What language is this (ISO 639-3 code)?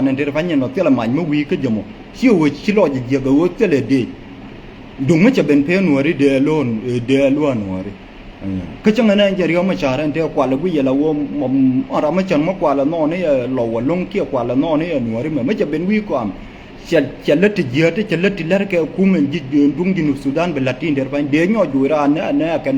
nus